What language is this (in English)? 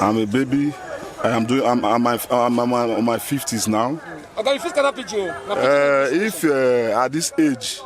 Nigerian Pidgin